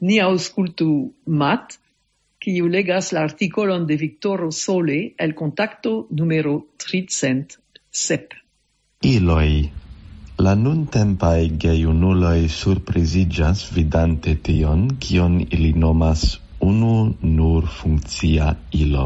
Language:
Esperanto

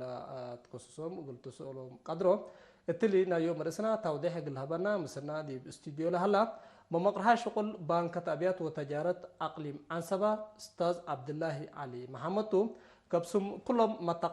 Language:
Tigre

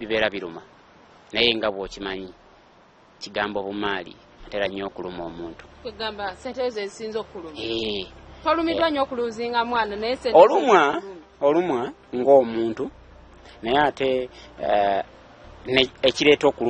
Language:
Ganda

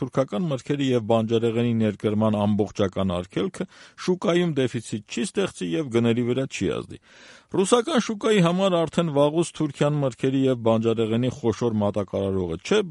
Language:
Armenian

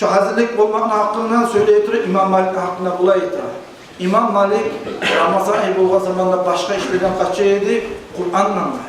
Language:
Kumyk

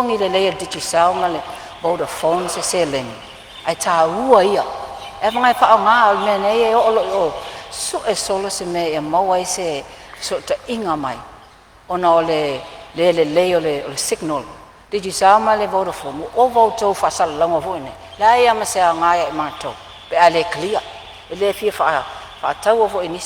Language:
Samoan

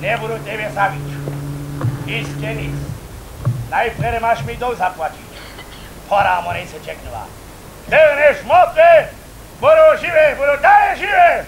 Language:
Upper Sorbian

